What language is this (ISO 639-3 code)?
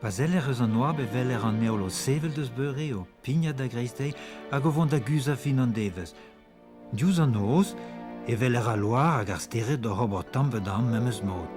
bre